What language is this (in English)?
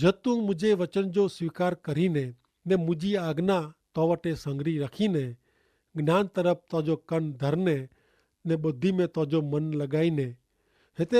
Kachhi